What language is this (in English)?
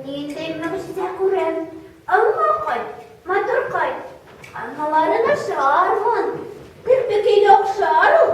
Bashkir